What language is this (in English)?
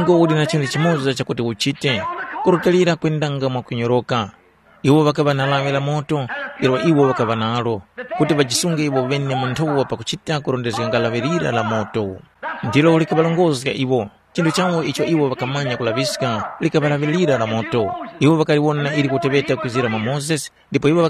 Tumbuka